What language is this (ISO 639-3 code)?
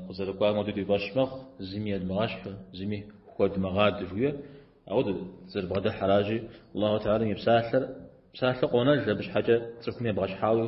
kbd